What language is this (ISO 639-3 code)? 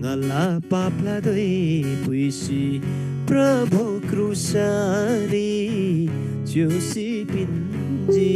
taj